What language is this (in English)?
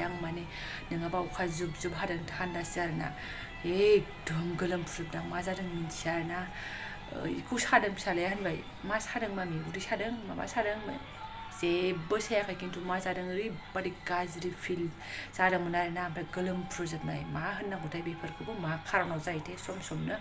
Bodo